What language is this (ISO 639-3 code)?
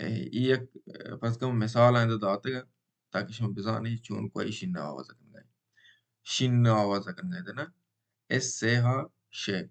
bal